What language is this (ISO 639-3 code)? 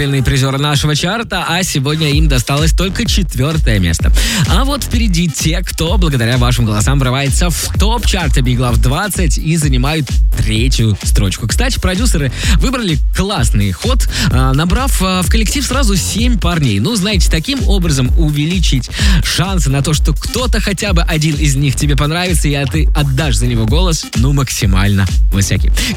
rus